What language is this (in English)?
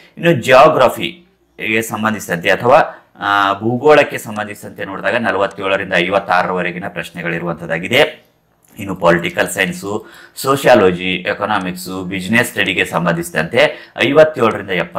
Kannada